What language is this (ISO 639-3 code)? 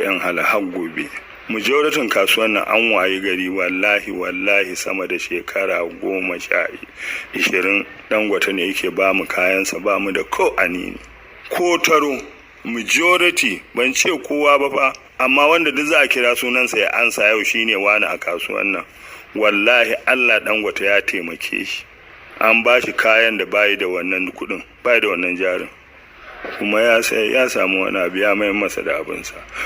hau